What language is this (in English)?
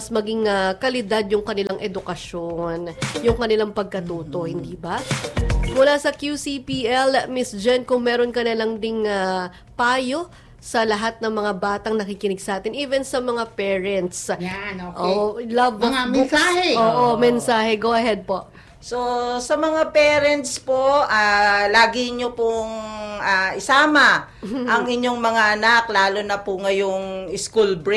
Filipino